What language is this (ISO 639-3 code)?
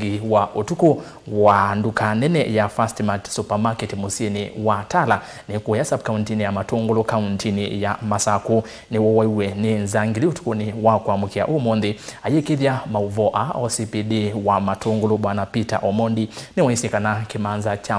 kam